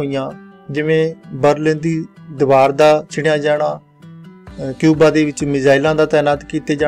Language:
Punjabi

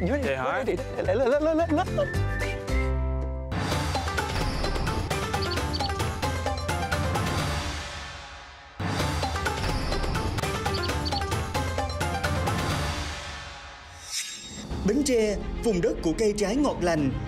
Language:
Vietnamese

